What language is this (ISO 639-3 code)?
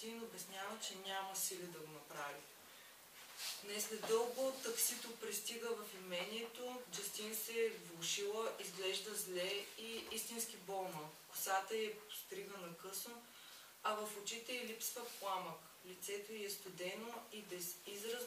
bul